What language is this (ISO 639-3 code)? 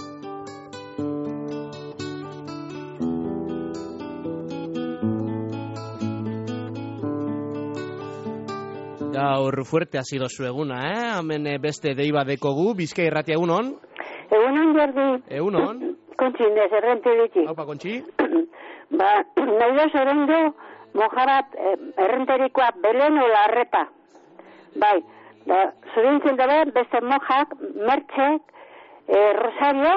eus